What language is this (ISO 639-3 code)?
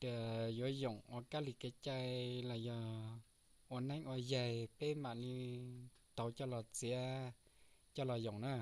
hmn